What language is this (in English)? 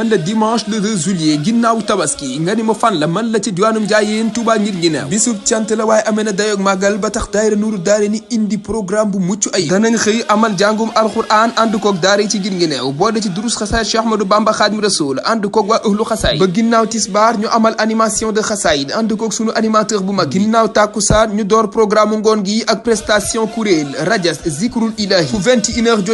Wolof